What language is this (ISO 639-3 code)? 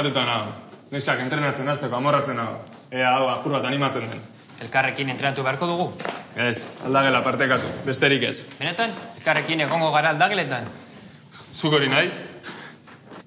eus